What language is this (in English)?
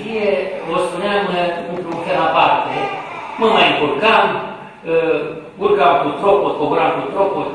Romanian